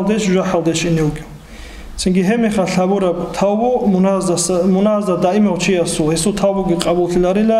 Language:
Avaric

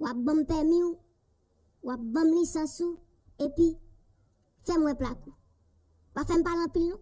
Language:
Haitian Creole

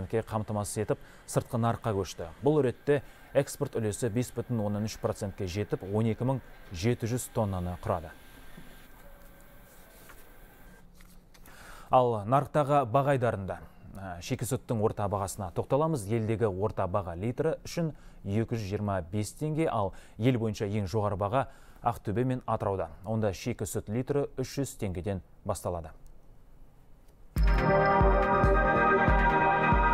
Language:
Kazakh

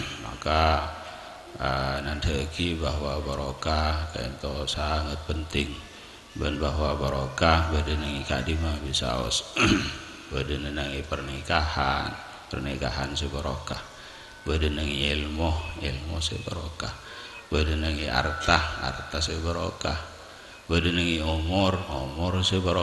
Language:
Madurese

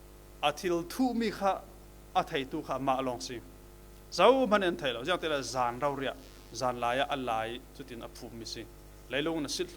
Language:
Falam Chin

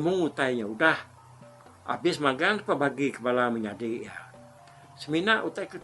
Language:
Iban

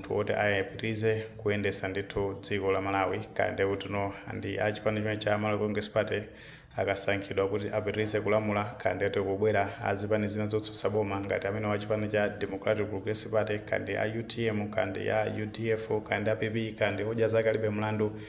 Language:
Nyanja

